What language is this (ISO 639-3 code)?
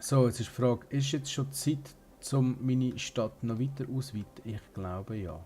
gsw